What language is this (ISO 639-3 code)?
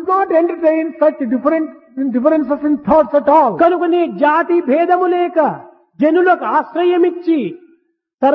tel